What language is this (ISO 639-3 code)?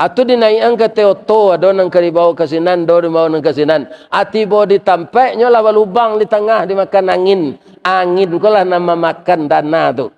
min